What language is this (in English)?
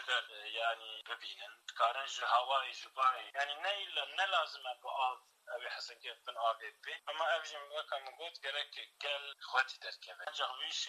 Kurdish